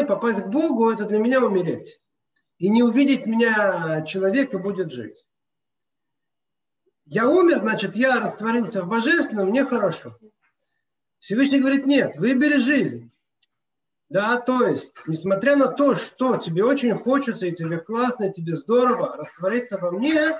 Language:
Russian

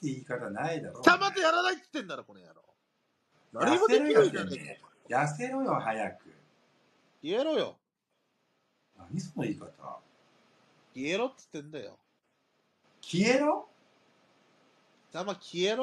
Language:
Japanese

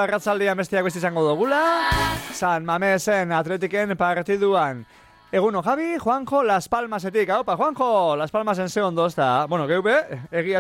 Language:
Basque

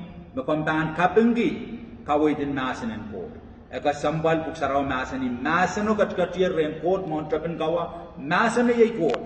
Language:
Pohnpeian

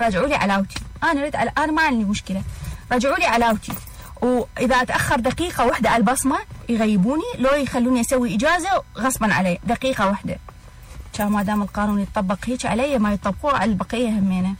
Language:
Mesopotamian Arabic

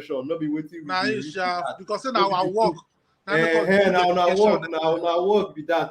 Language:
Nigerian Pidgin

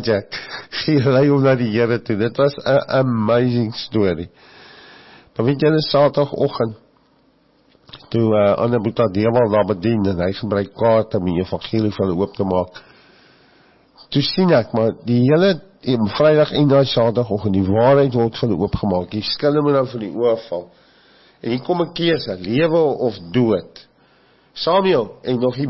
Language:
Afrikaans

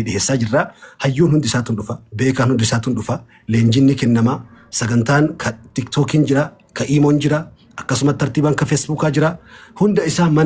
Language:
Oromo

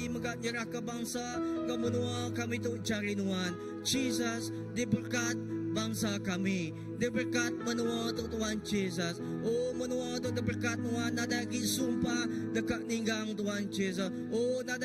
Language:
Iban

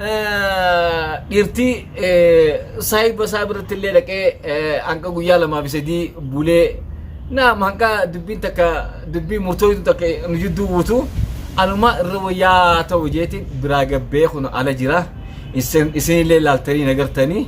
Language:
Oromo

